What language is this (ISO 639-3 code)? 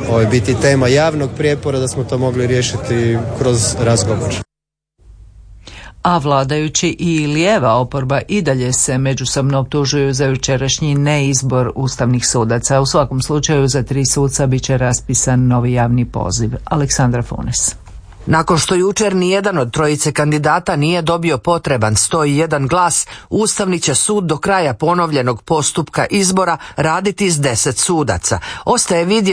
hrv